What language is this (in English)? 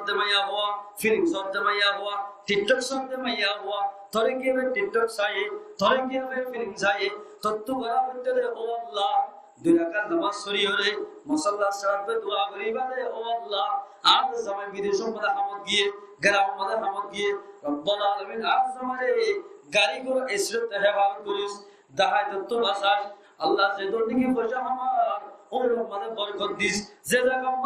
Rohingya